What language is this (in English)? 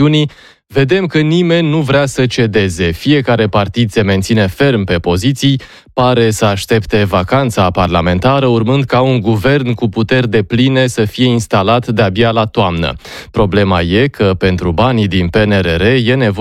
Romanian